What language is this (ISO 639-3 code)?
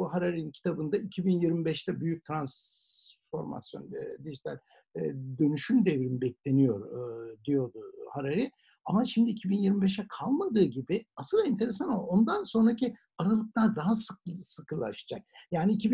tur